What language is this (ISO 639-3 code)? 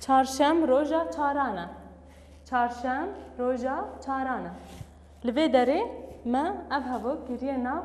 kur